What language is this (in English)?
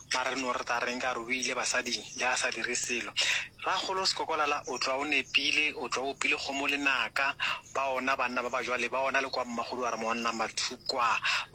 Northern Sotho